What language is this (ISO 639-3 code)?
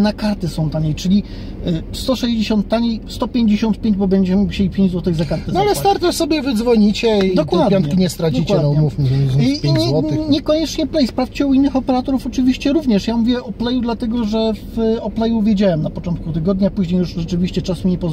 pol